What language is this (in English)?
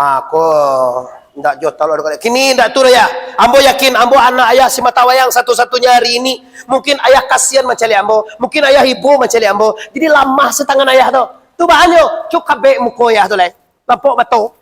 Minangkabau